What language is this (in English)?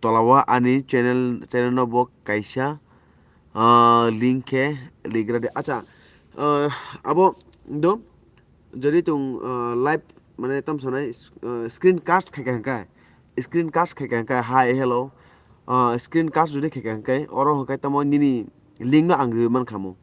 Kok Borok